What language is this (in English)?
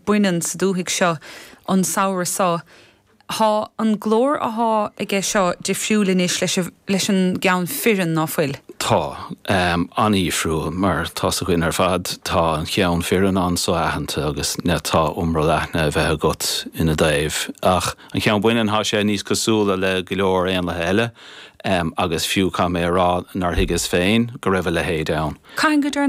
Irish